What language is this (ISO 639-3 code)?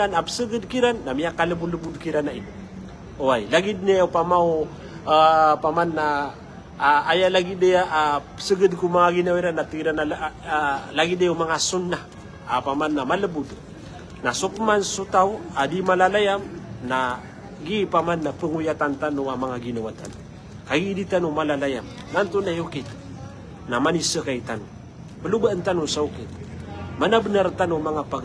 mrw